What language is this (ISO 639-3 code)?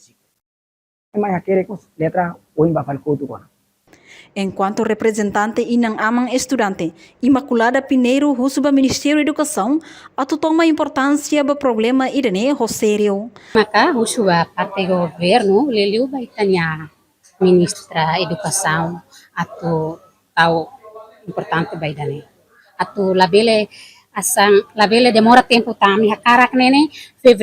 tet